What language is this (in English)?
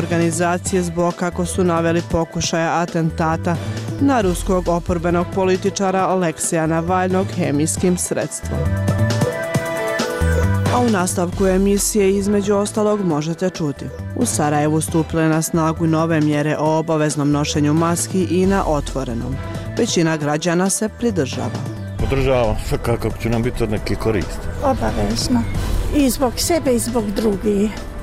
Bosnian